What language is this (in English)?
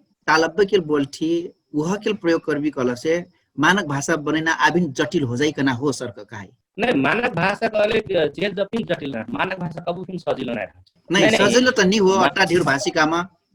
Dangaura Tharu